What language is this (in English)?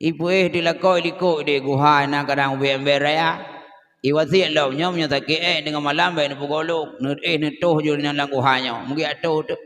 Achinese